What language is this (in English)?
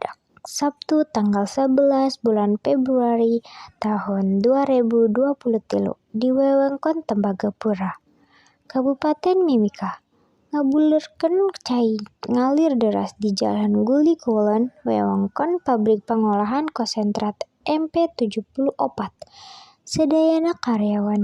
Sundanese